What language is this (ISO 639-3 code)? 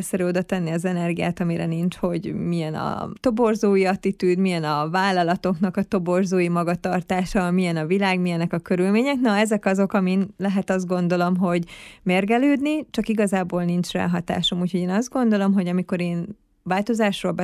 hun